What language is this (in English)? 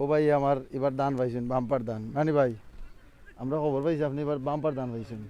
Sylheti